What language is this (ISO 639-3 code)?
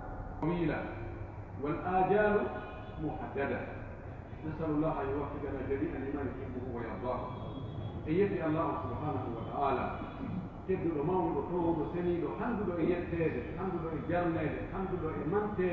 fuf